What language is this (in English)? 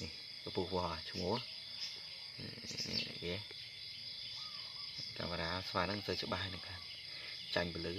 Khmer